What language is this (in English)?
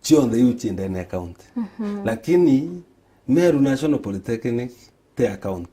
Meru